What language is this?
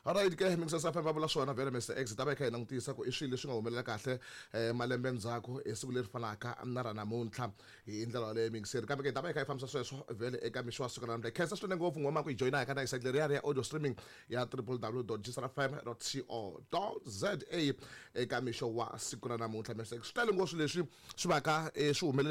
Tsonga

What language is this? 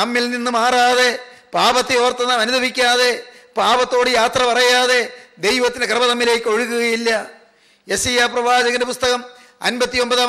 Malayalam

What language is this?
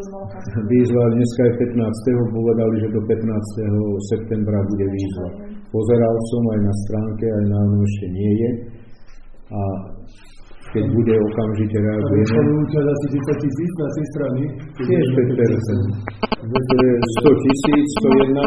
Slovak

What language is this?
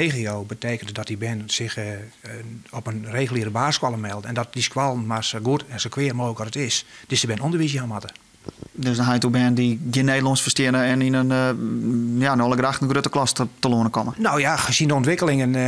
Western Frisian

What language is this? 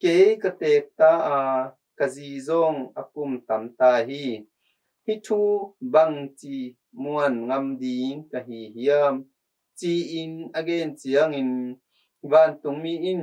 Tedim Chin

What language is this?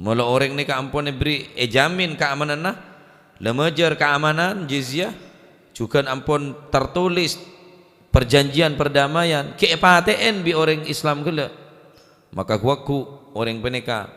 Madurese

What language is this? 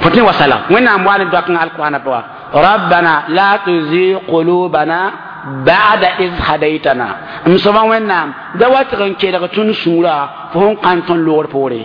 Mossi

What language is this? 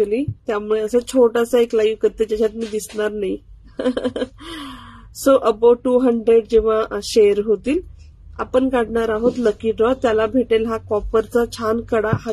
Marathi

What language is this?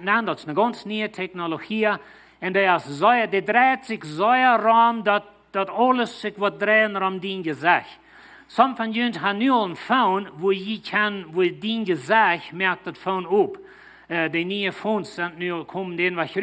Plautdietsch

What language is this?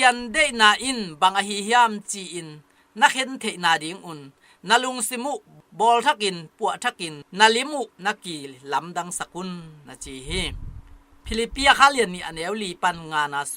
Tedim Chin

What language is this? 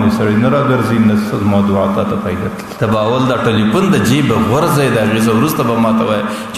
Pashto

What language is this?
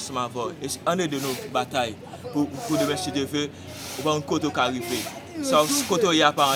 Haitian Creole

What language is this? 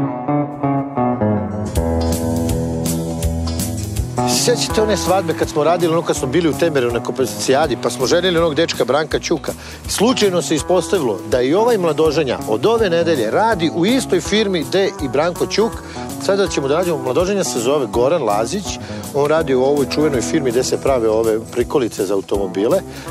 Serbian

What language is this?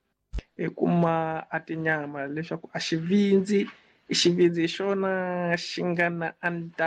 Tsonga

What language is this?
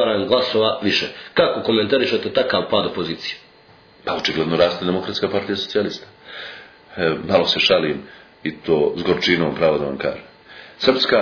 Serbian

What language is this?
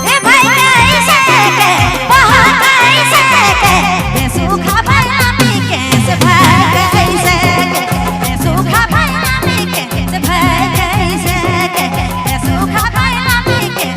Sadri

